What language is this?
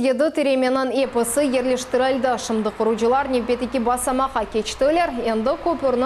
Crimean Tatar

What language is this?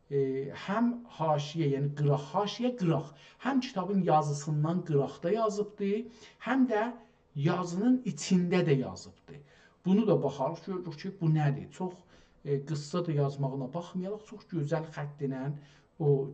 South Azerbaijani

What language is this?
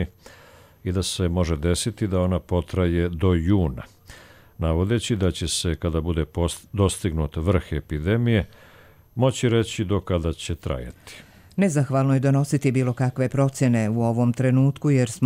Croatian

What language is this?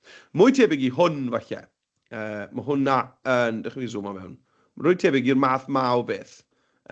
Welsh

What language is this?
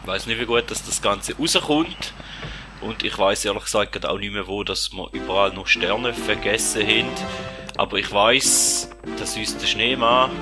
Swiss German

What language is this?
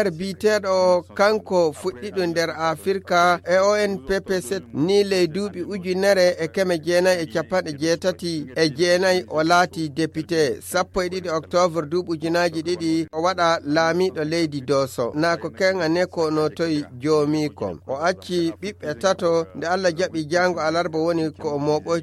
Fula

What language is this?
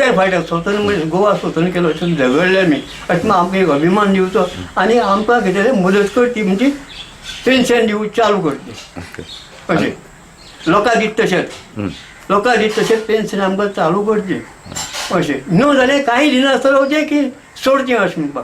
Konkani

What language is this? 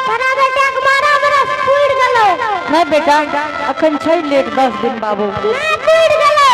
Angika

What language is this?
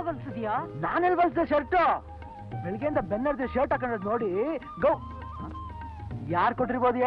Kannada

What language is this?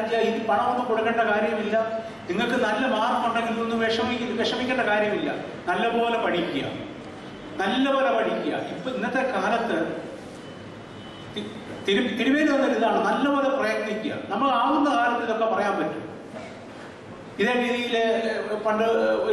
Malayalam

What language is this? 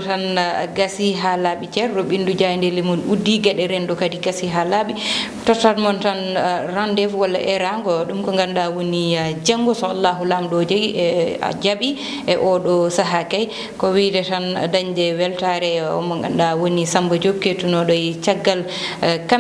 Fula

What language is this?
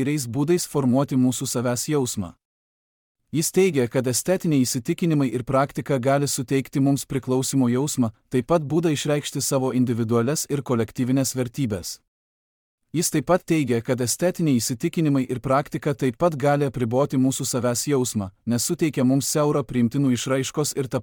Lithuanian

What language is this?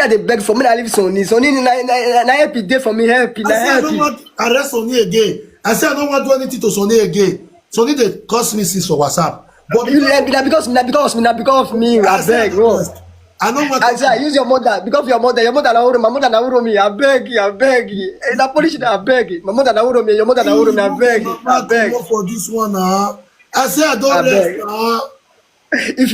Nigerian Pidgin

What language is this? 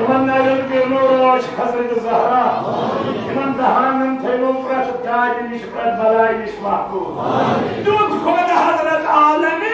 Kashmiri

